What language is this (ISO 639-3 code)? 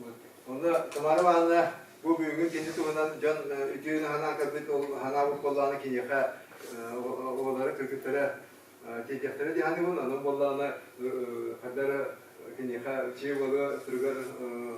sah